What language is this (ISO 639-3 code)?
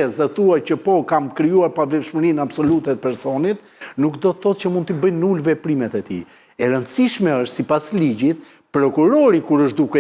sqi